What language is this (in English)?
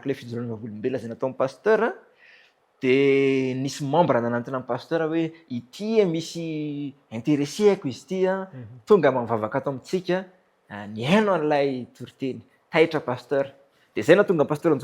Malagasy